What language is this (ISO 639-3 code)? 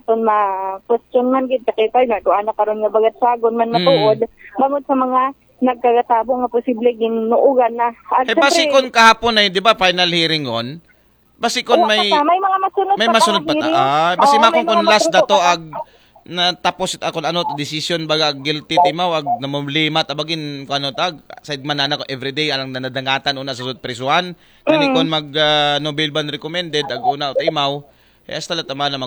akl